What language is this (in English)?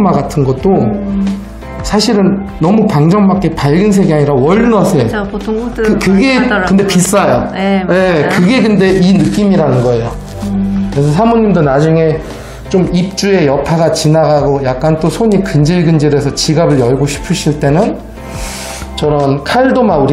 Korean